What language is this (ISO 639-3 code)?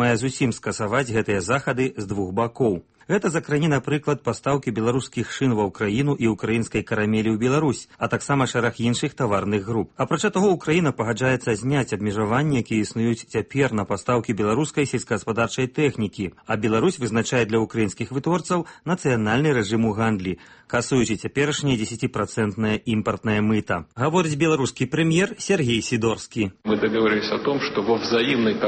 bel